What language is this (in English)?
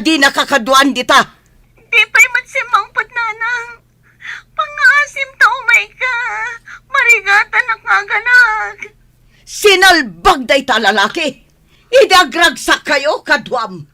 Iloko